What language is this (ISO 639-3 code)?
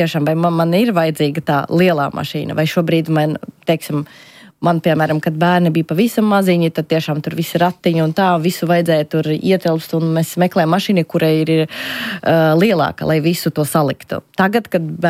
lav